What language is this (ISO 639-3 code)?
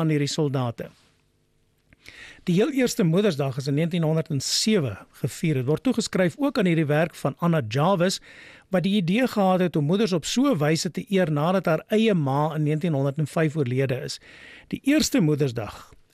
afr